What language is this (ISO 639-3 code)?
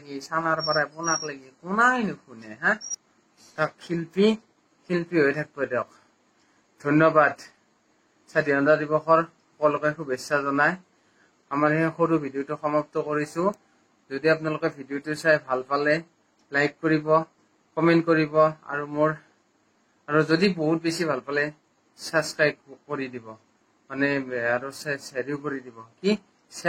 asm